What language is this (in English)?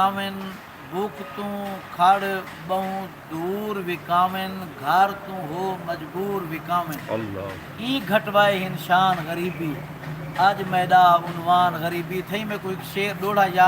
Saraiki